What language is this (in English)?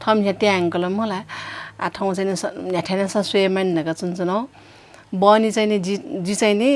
Newari